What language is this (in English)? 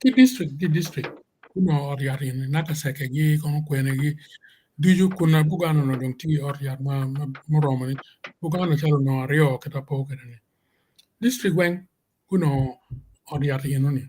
Acoli